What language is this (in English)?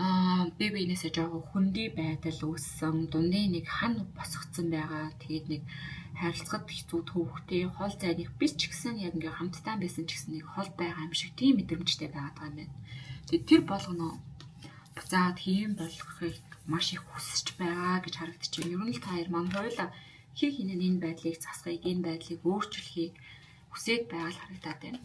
Mongolian